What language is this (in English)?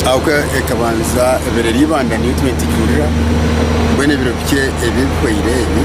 Nyankole